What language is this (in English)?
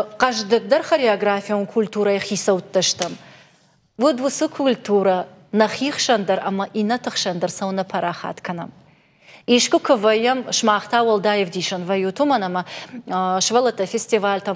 Ossetic